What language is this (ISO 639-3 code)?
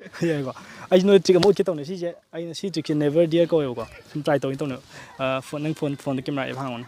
mni